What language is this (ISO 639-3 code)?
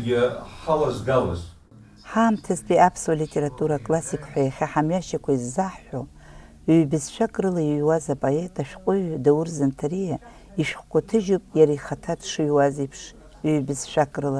abk